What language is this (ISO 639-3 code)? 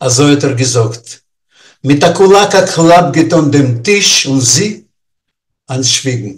yid